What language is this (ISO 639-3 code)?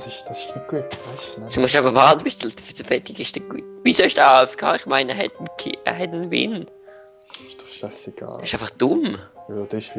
gsw